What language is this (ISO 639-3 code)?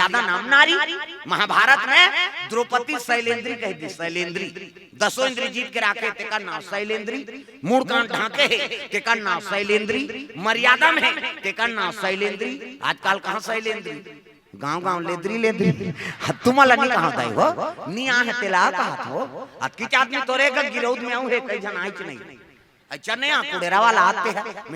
hne